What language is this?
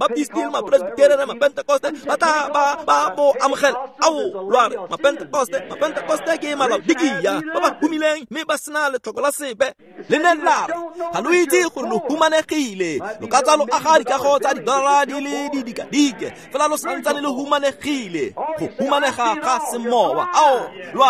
Tswana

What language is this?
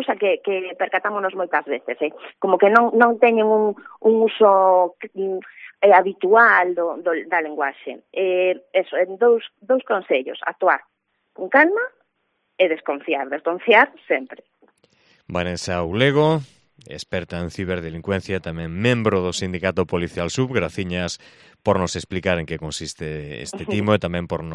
Galician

